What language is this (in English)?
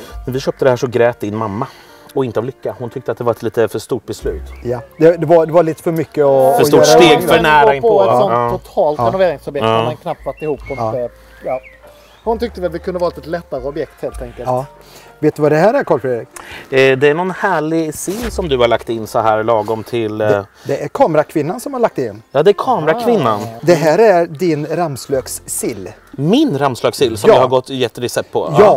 Swedish